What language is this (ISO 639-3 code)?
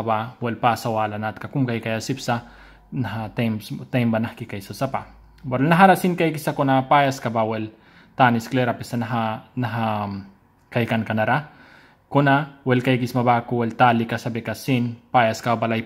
miq